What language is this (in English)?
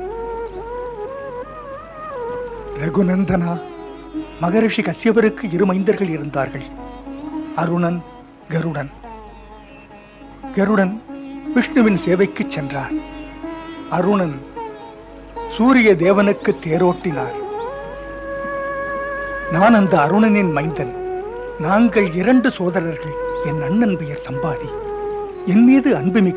Tamil